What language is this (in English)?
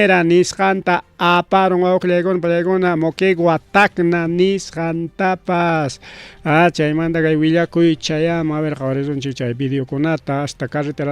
Ayacucho Quechua